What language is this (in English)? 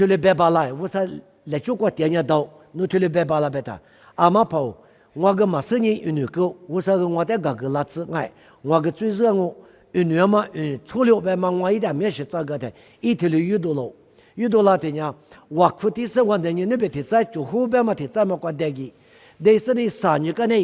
Lisu